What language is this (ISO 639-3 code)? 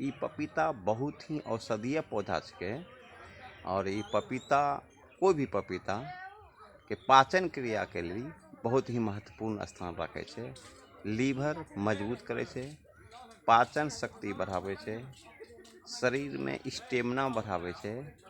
anp